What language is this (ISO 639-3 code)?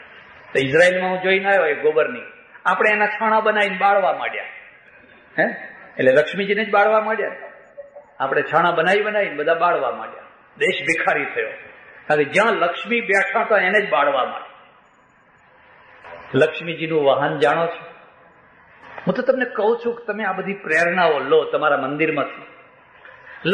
guj